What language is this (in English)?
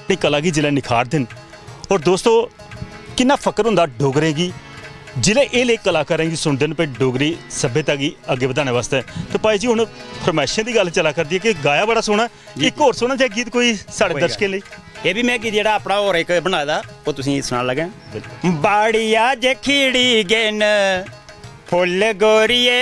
Dogri